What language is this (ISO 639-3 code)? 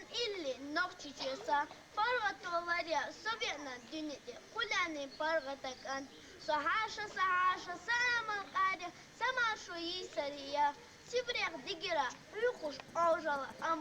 che